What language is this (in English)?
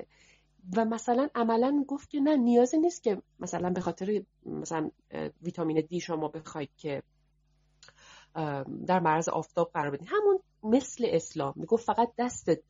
Persian